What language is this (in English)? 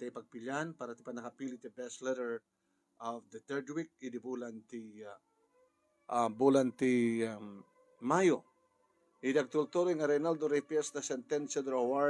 Iloko